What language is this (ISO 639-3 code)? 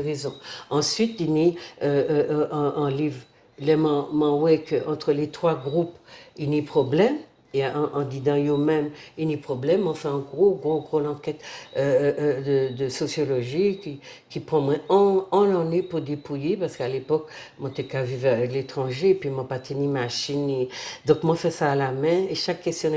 gcf